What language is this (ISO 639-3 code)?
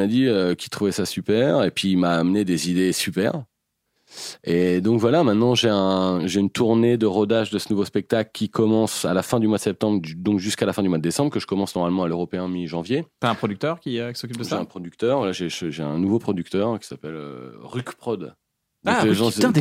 fra